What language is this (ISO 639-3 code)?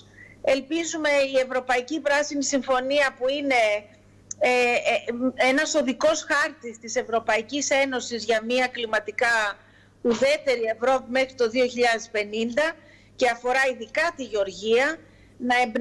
ell